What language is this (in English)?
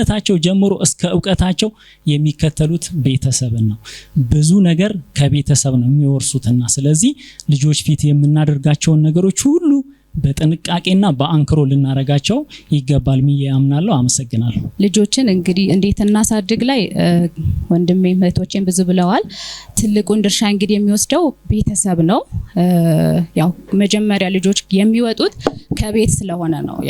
Amharic